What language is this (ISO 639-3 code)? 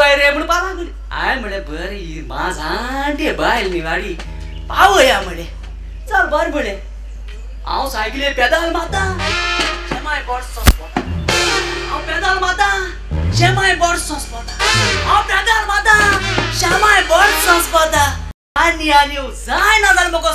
kok